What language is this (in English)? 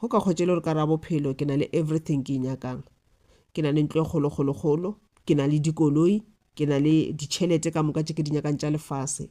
Northern Sotho